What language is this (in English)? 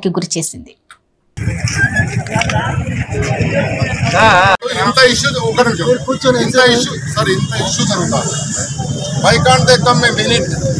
Telugu